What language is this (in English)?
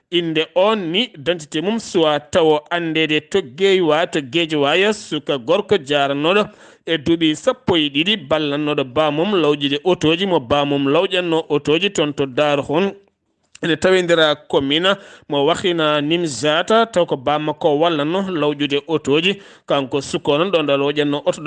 Fula